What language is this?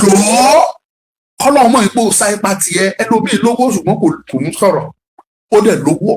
Yoruba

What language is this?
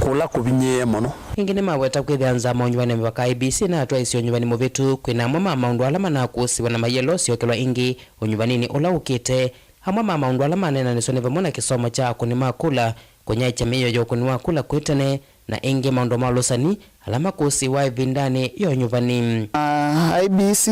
Kamba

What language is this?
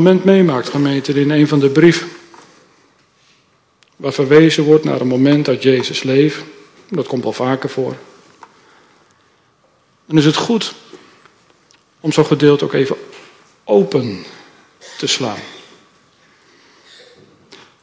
Dutch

